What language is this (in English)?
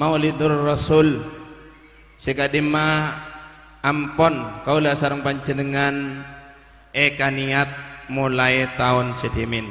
Madurese